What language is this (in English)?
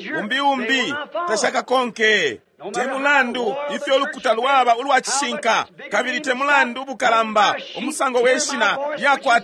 Bemba